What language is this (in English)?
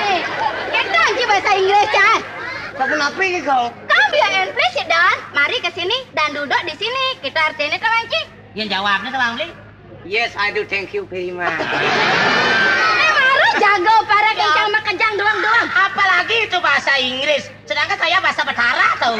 Balinese